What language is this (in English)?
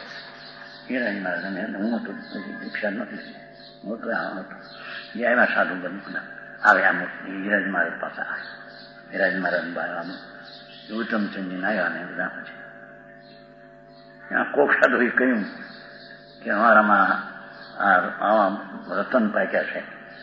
Gujarati